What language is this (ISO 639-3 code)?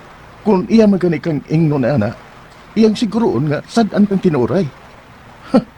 ceb